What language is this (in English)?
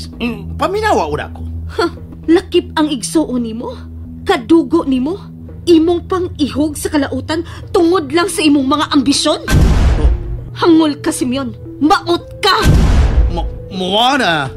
Cebuano